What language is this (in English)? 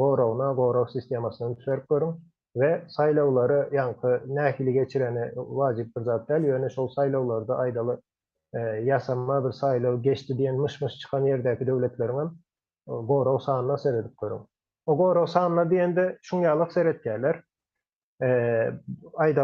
Turkmen